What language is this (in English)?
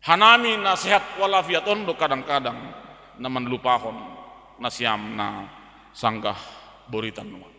Batak Simalungun